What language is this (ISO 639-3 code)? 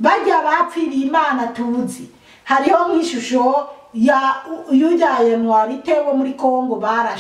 run